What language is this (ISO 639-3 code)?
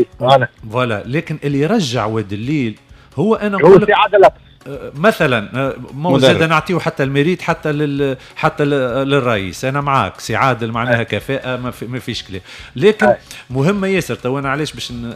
aeb